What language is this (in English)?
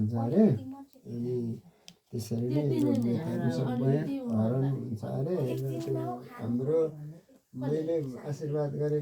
Nepali